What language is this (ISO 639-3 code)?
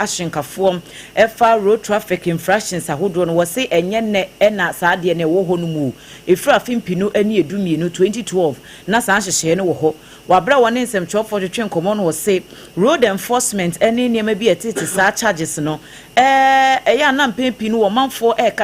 aka